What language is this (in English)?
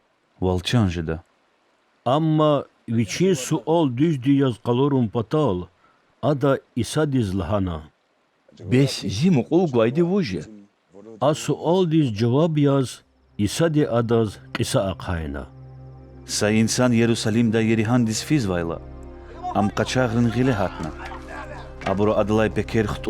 Lezghian